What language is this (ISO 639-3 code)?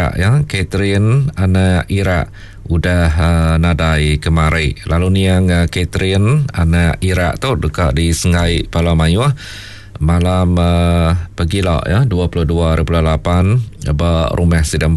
iba